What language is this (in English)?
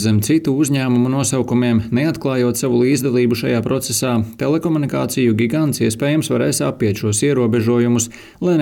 Latvian